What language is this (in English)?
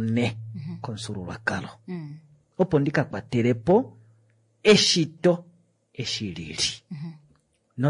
Kuanyama